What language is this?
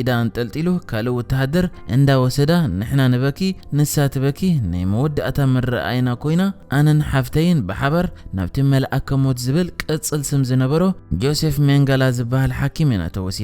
Tigrinya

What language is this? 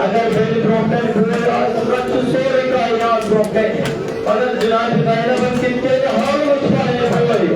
Kashmiri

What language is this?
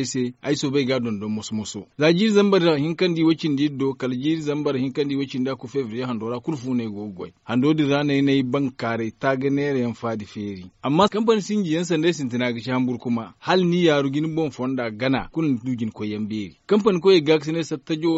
Zarma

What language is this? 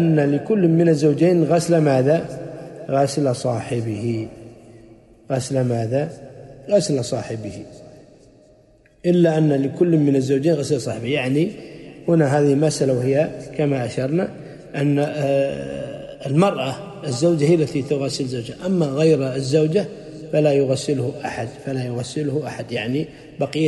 Arabic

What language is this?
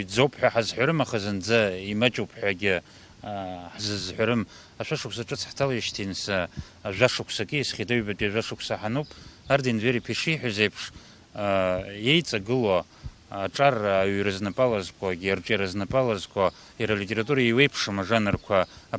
Abkhazian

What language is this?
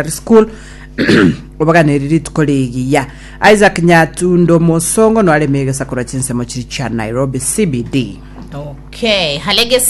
Gusii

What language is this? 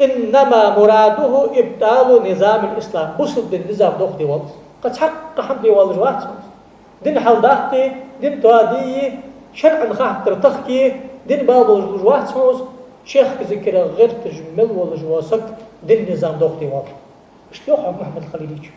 Ingush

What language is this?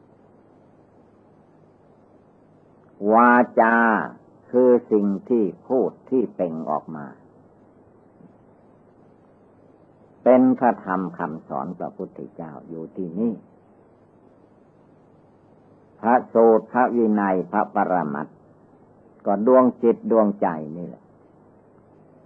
Thai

